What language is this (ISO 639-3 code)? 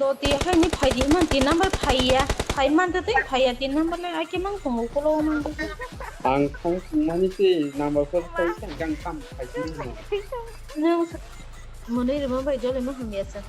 trp